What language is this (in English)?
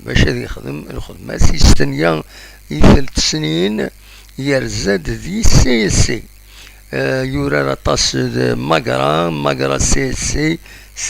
Kabyle